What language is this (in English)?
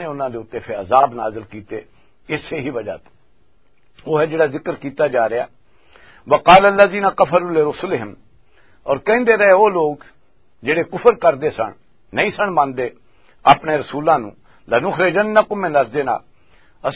Western Panjabi